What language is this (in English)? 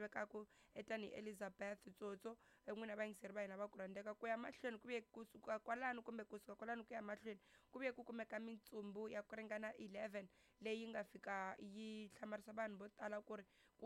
Tsonga